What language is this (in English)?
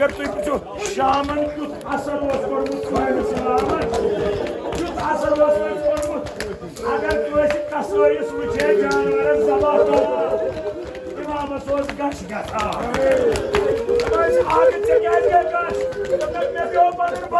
Kashmiri